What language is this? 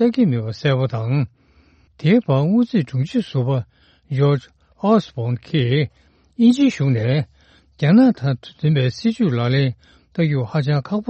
Tibetan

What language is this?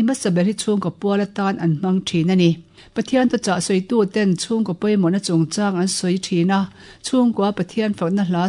Mizo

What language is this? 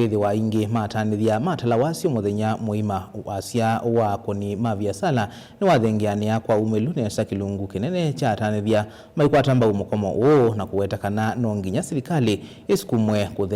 Kamba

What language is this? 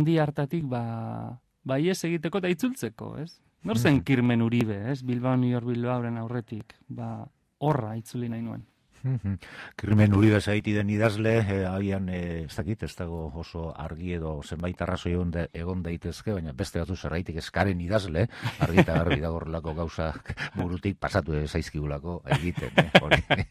Basque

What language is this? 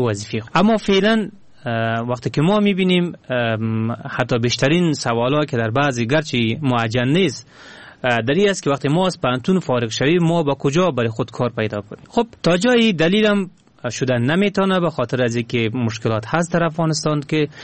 Persian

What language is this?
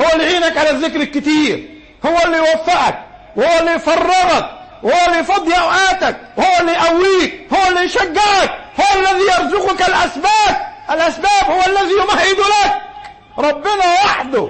Egyptian Arabic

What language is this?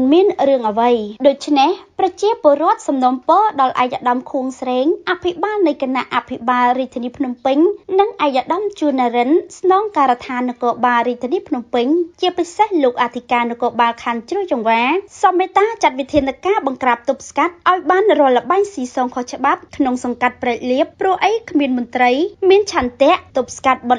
Khmer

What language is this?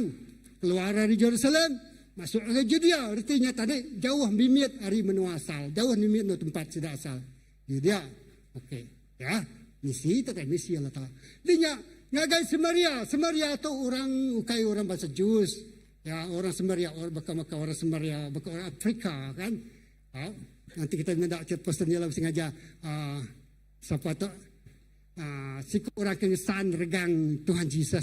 Iban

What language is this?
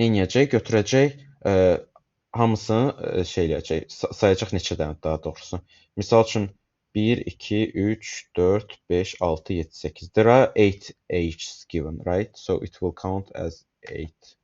Azerbaijani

